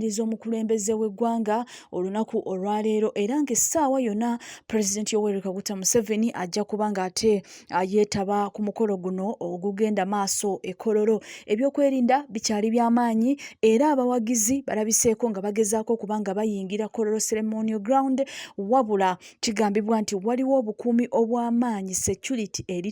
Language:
Ganda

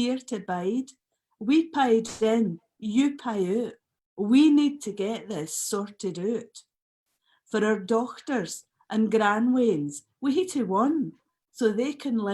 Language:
Scots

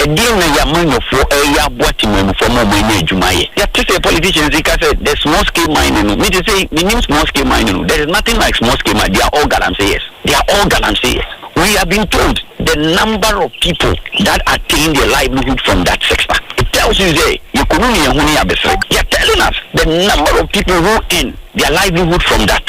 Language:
Akan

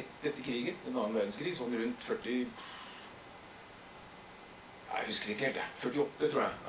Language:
Norwegian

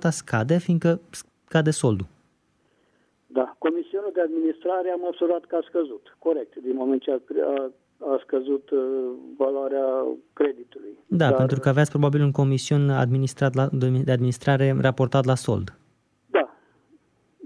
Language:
Romanian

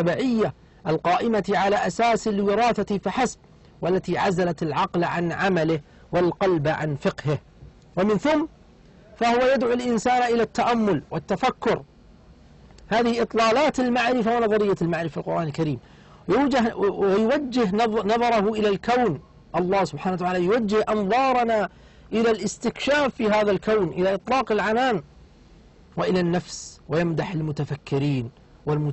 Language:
Arabic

